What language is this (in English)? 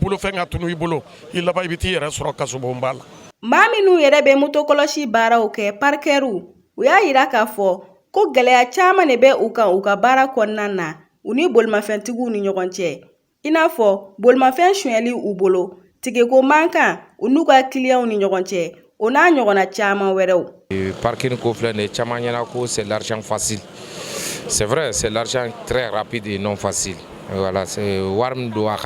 Bambara